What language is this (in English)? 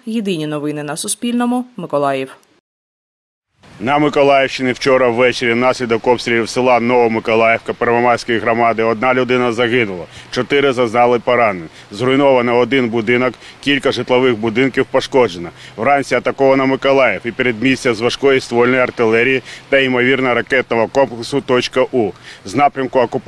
Ukrainian